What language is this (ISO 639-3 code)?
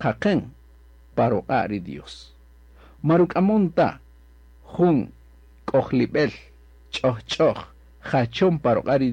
cak